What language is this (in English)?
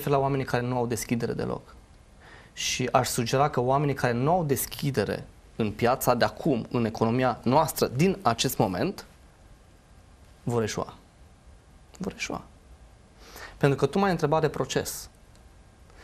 Romanian